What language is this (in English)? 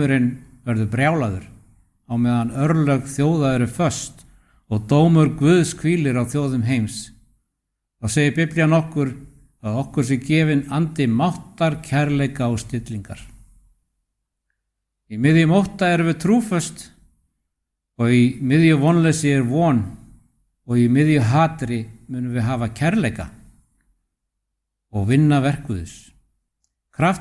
Icelandic